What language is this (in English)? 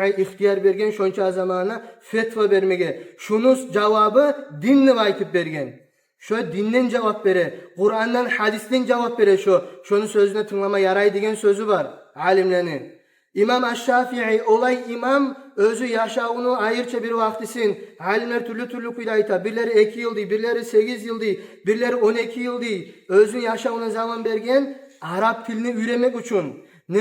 Kumyk